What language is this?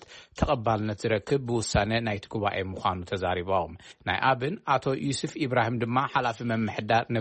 Tigrinya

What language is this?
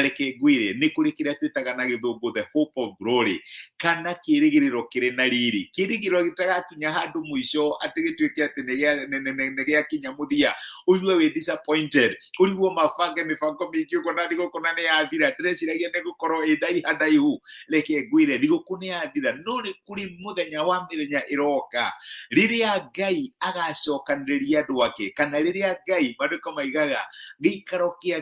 Kikuyu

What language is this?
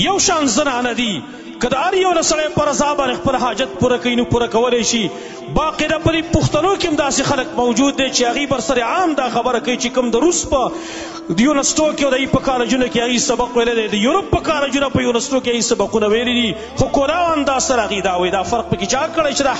Pashto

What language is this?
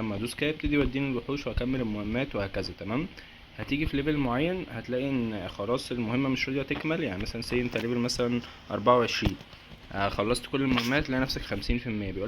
Egyptian Arabic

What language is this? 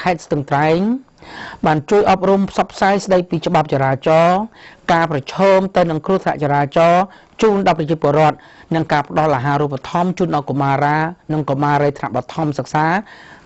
Khmer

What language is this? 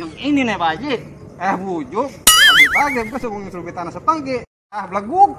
Betawi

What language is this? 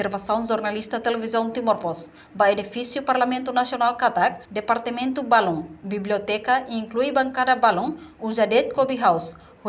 Tetum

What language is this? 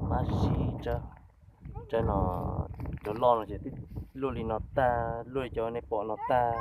Hmong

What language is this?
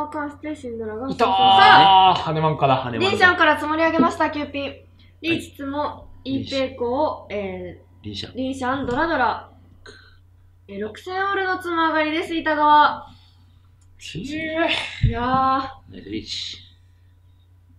Japanese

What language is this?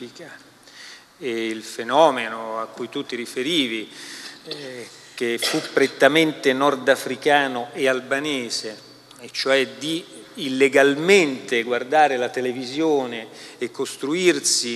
Italian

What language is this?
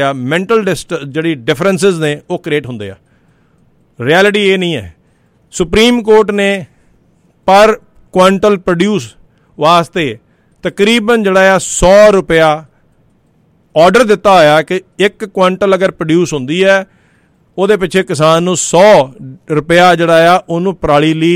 Punjabi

